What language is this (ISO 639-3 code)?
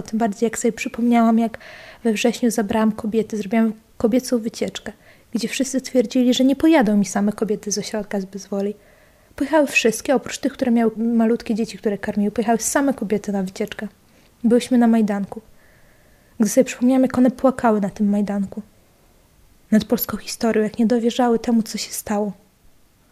pol